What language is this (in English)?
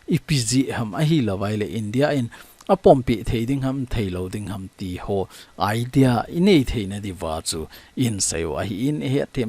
Thado Chin